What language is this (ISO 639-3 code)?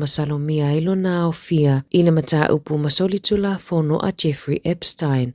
smo